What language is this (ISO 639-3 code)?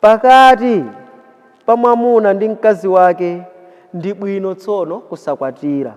nya